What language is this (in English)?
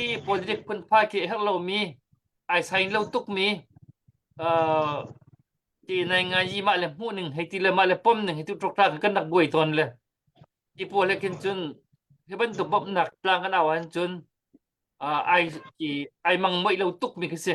Hakha Chin